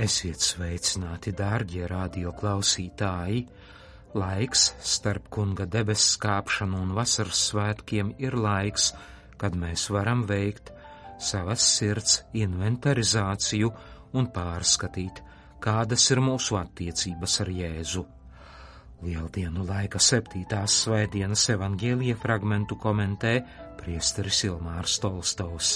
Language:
Latvian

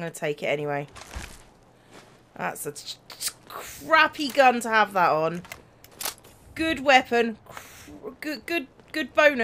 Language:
English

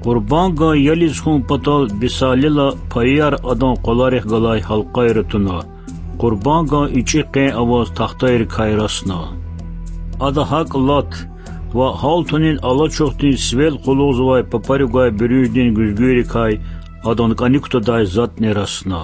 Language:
Lezghian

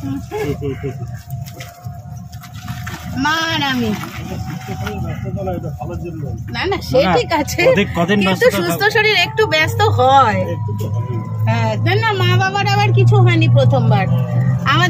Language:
Bangla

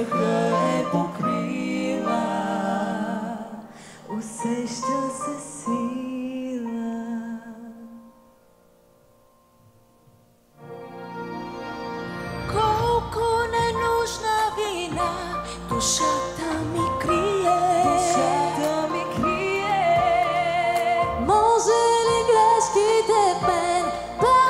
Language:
Bulgarian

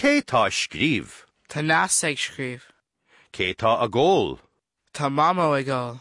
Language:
Irish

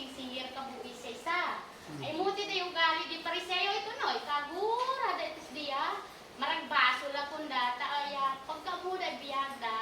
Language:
Isnag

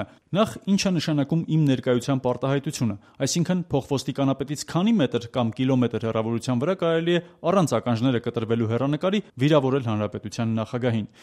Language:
Armenian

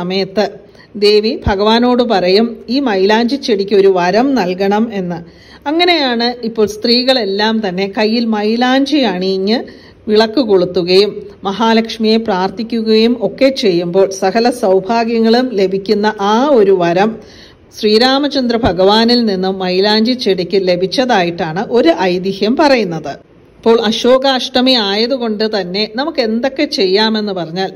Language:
Malayalam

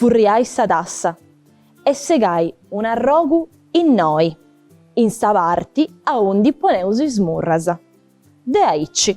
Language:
Sardinian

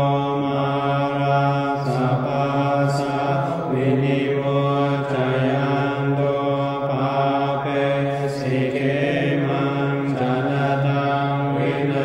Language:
Pali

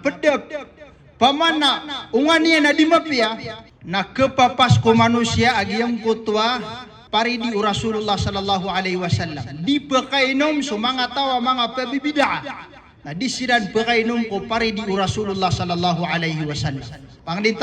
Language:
Maranao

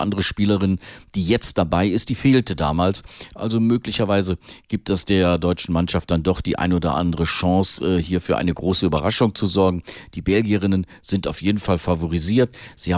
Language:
German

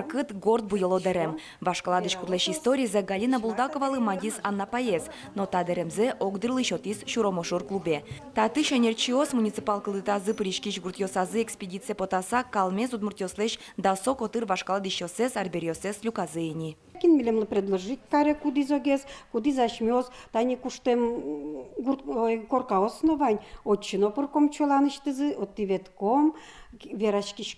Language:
Udmurt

